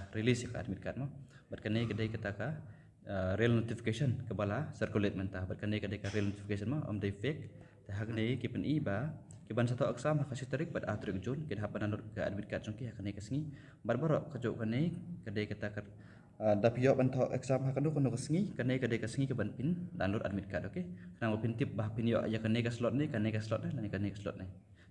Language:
Khasi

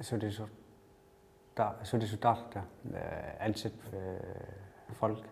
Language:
Kalaallisut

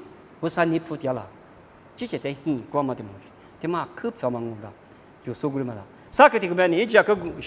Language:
Lisu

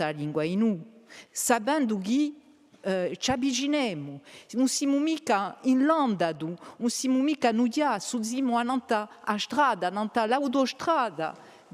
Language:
Corsican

